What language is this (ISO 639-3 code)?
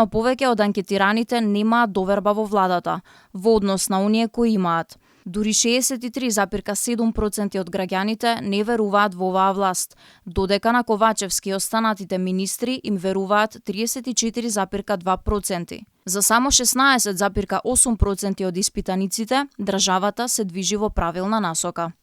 mkd